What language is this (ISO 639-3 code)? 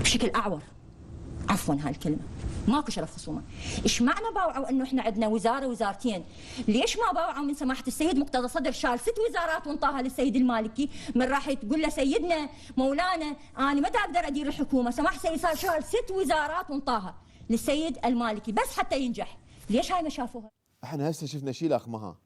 acm